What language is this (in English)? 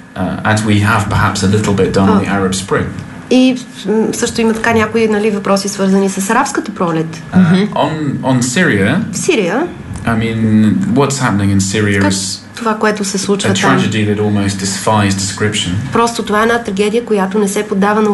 Bulgarian